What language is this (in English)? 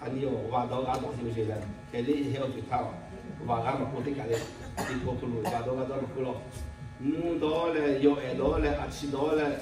Lahu